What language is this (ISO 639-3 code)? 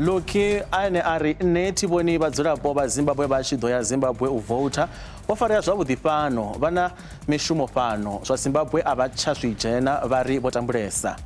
ven